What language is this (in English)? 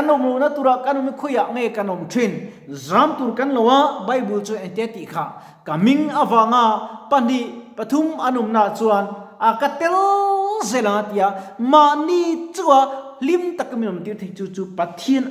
Mizo